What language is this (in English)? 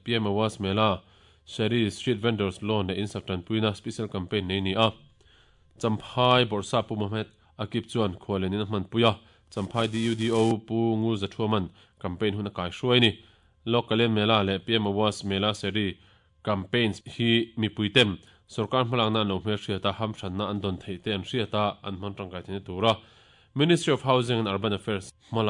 Mizo